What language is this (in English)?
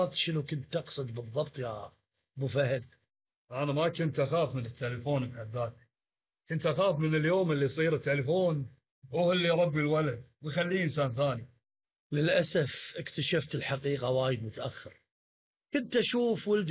Gulf Arabic